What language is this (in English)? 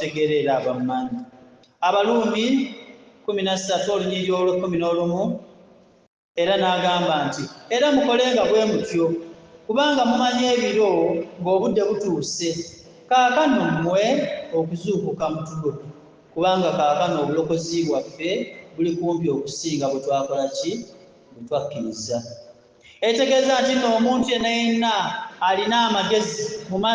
Ganda